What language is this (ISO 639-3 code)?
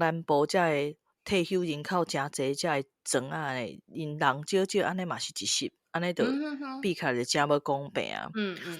nan